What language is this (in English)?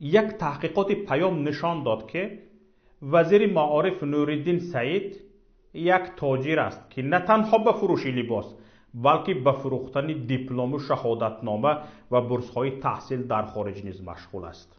Tajik